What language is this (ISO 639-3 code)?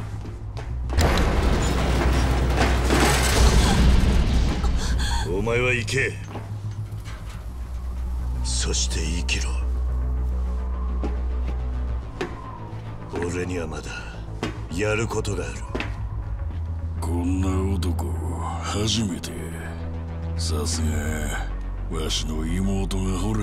jpn